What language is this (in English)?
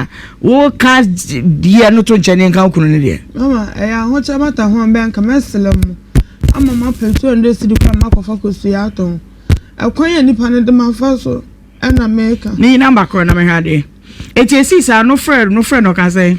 Akan